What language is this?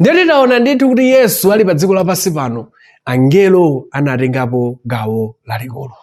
Nyanja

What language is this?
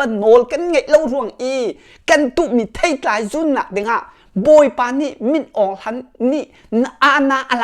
Hakha Chin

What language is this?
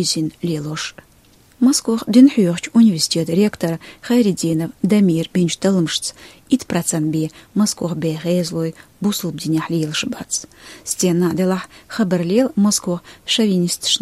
Chechen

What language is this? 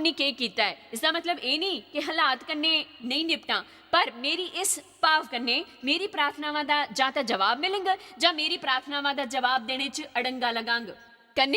Dogri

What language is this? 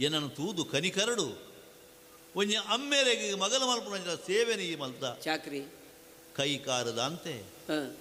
Tulu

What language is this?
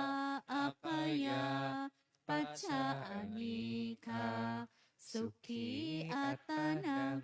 Pali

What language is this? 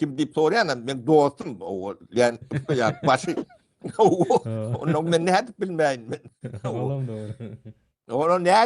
Turkmen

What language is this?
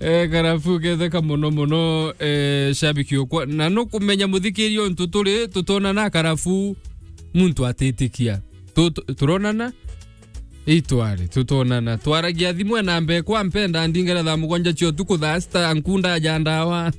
Meru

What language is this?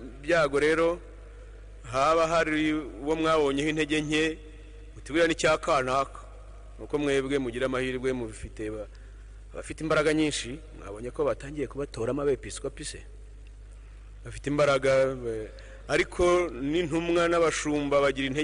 Kinyarwanda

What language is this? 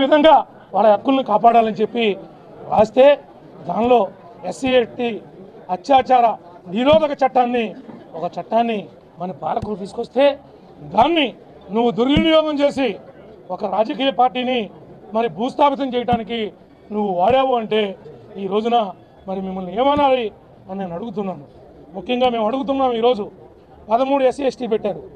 Telugu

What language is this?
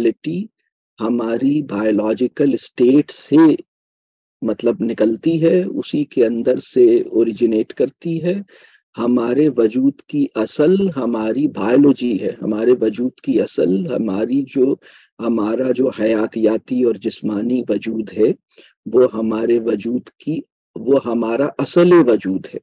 Urdu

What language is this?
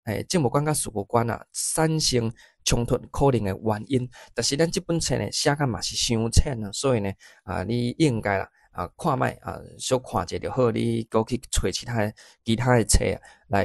Min Nan Chinese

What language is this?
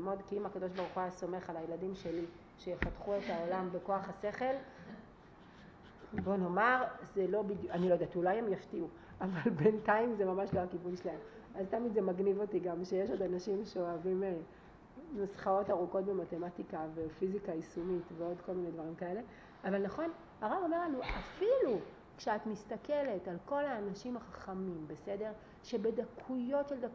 Hebrew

